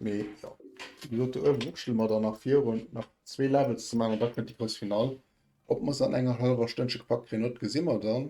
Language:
Luxembourgish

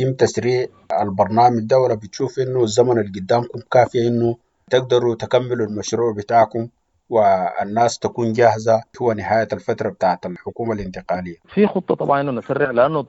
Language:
Sudanese Arabic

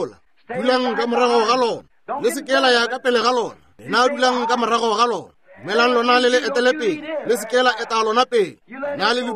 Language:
Northern Sotho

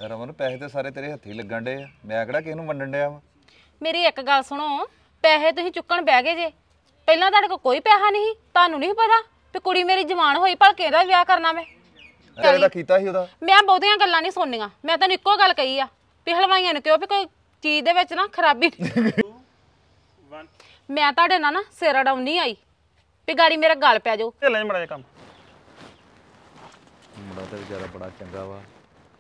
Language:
Punjabi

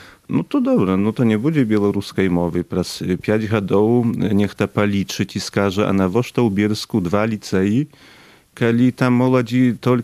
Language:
Belarusian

